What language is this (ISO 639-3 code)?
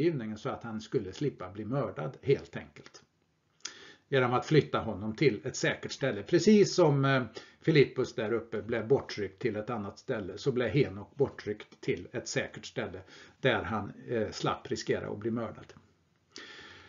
swe